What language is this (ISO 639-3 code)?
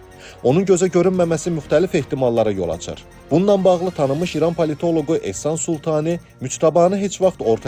aze